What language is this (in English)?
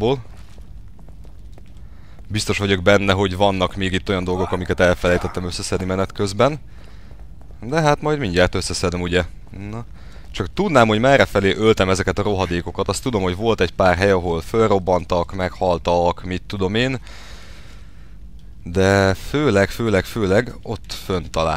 Hungarian